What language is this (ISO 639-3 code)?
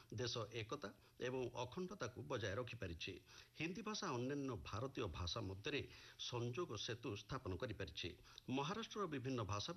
ori